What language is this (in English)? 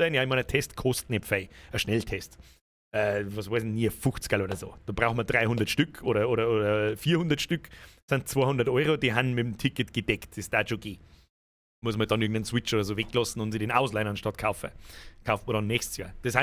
Bavarian